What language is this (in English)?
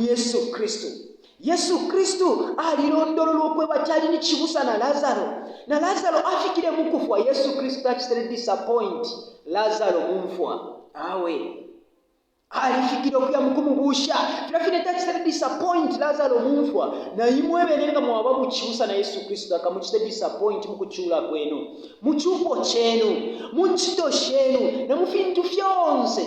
Bemba